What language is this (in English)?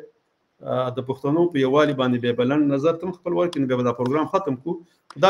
Pashto